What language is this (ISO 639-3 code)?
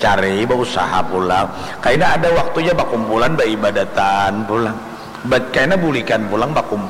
bjn